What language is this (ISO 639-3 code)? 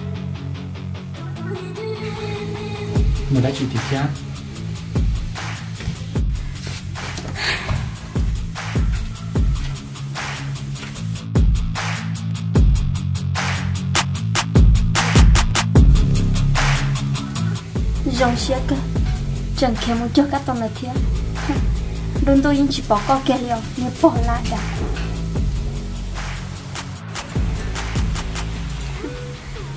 vie